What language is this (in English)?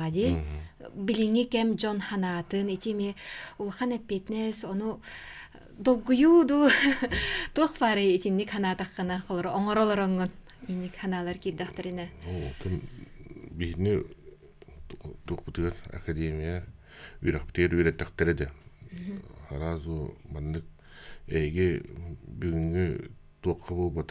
Yakut